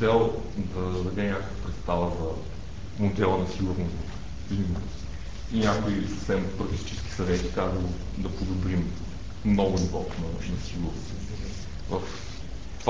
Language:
Bulgarian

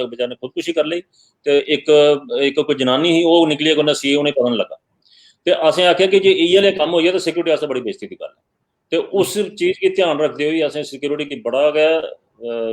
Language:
Dogri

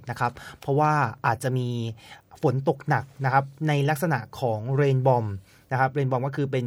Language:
Thai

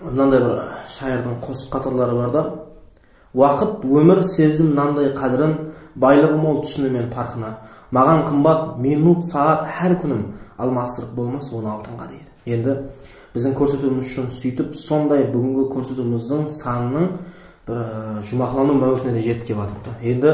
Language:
Kara-Kalpak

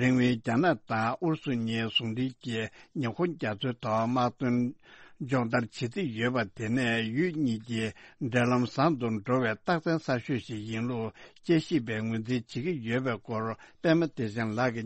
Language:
Tibetan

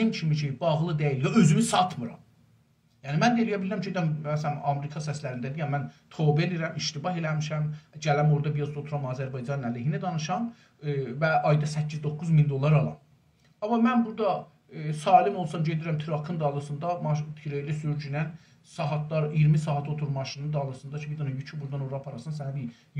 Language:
South Azerbaijani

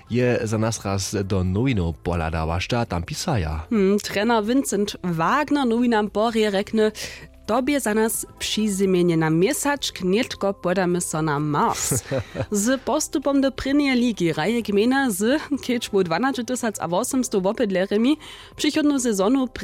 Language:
Upper Sorbian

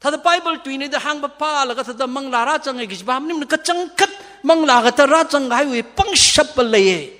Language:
Tangkhul Naga (India)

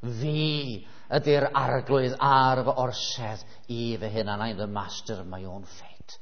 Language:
Welsh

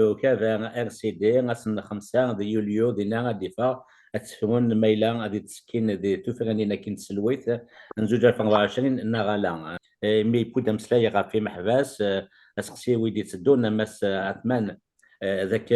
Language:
Kabyle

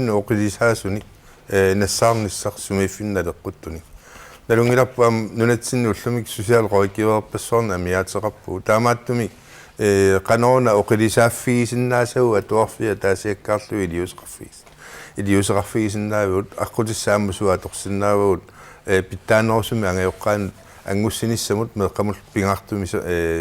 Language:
Kalaallisut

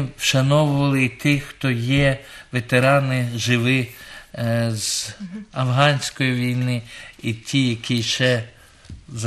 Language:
Ukrainian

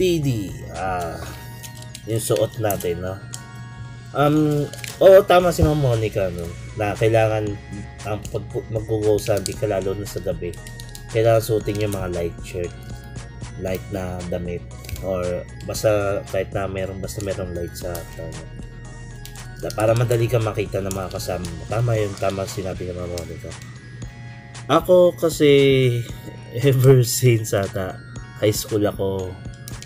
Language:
Filipino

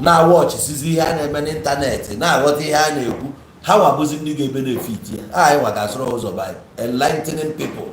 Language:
Igbo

